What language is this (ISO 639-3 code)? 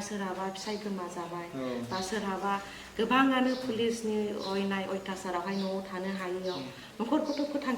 brx